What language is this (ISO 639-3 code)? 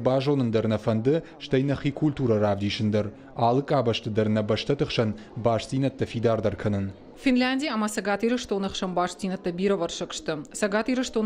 oss